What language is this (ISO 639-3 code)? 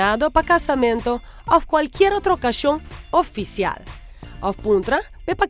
pap